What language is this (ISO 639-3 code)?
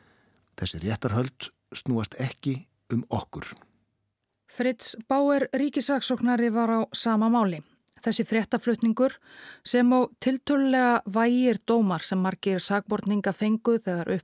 isl